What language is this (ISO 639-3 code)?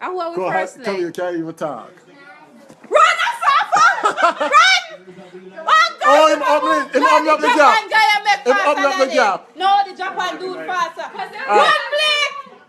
jam